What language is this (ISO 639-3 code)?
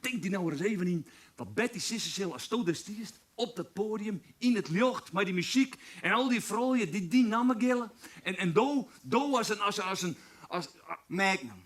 fry